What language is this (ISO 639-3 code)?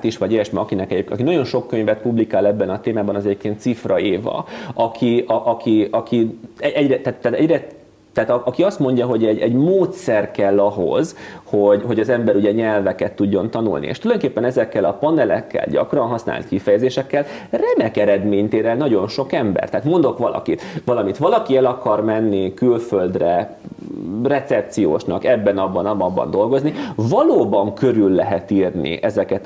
hun